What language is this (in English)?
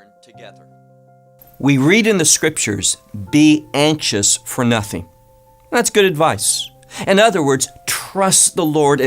English